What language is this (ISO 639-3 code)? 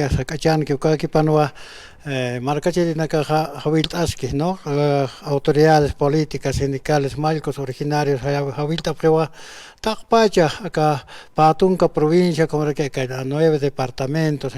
aym